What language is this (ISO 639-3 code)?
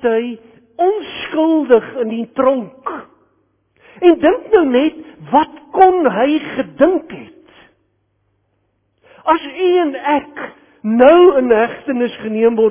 afr